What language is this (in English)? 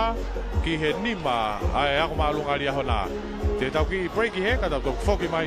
Tongan